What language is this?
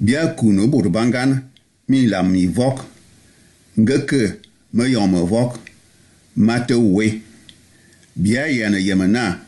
Bulu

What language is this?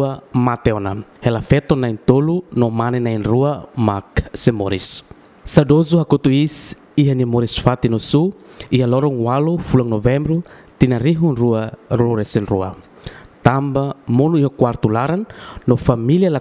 Tetum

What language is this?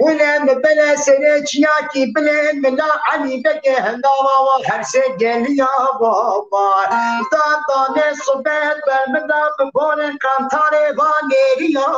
Kurdish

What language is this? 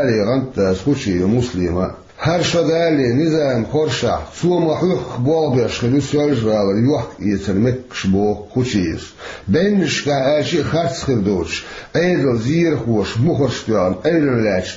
Chechen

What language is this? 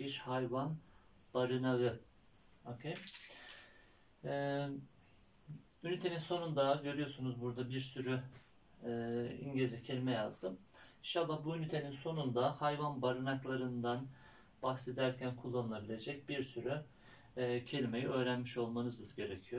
Turkish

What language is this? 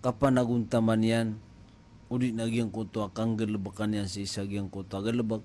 Maranao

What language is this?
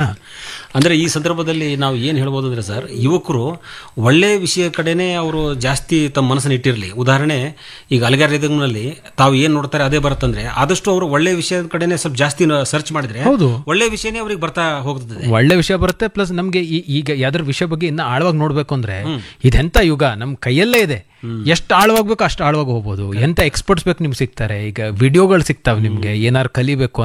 Kannada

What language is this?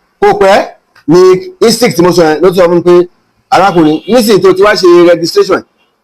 Yoruba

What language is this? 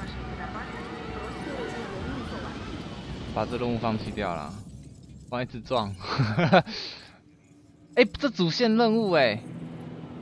Chinese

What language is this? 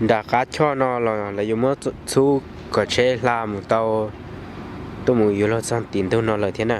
Hmong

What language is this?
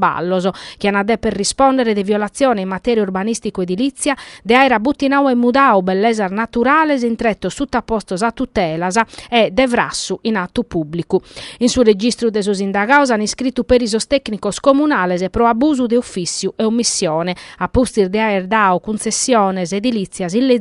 Sardinian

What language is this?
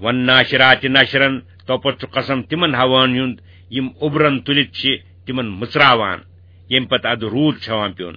Kashmiri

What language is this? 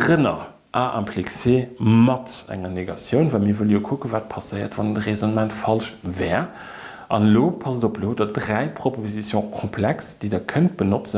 Luxembourgish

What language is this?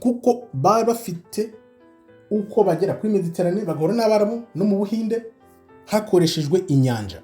Kinyarwanda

